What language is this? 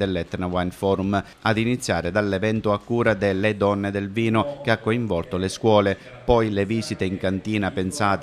Italian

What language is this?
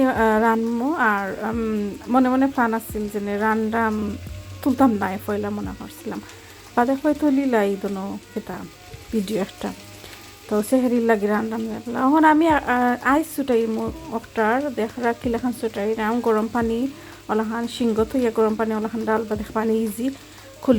Sylheti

